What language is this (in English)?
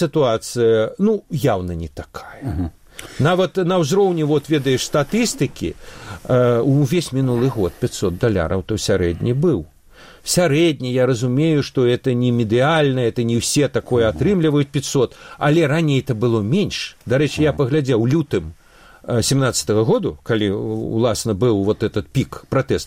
Belarusian